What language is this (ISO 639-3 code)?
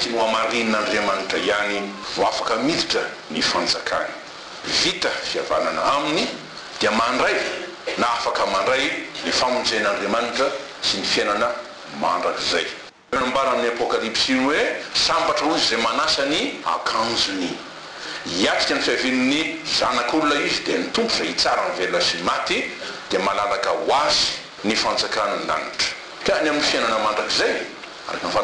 mlg